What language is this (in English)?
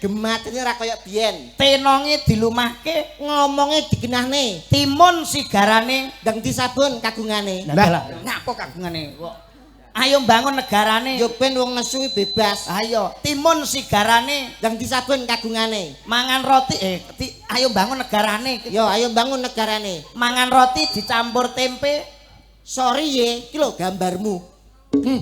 Javanese